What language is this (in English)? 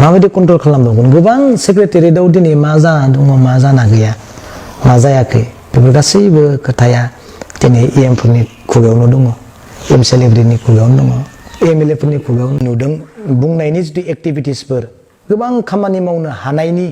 Bodo